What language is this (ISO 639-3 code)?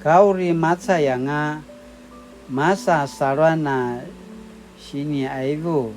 pwn